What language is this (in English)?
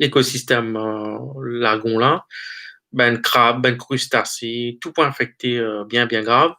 Morisyen